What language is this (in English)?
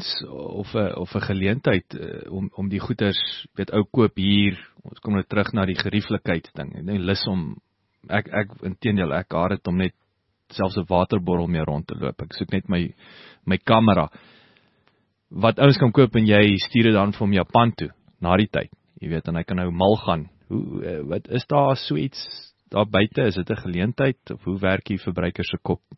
Afrikaans